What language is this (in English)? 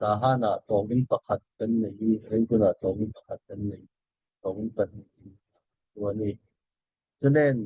Falam Chin